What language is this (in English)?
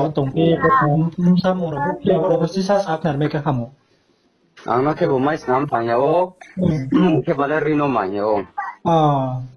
Riang (India)